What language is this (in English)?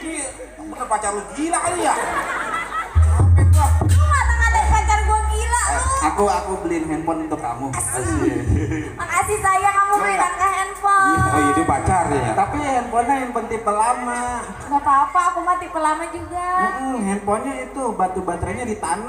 Betawi